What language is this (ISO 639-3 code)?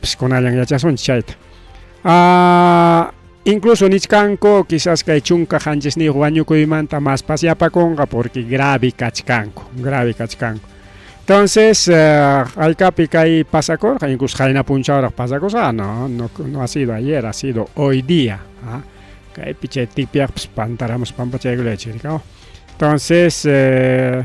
quy